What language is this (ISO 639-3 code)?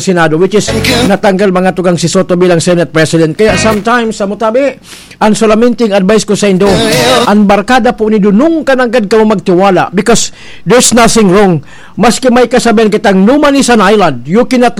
bik